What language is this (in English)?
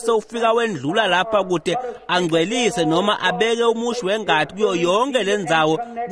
Swati